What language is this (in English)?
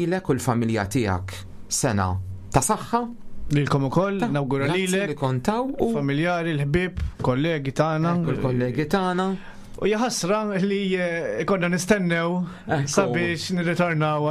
Maltese